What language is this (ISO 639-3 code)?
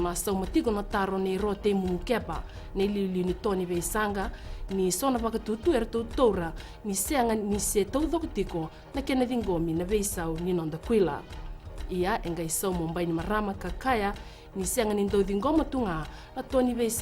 fij